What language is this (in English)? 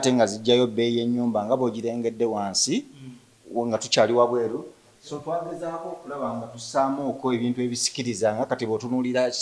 Ganda